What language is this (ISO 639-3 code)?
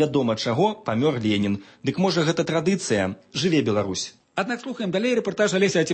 bel